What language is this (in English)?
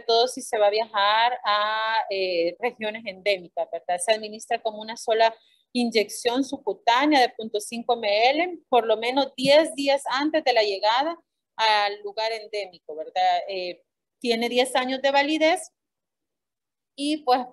Spanish